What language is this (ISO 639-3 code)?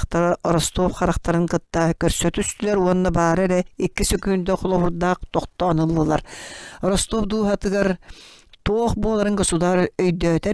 sah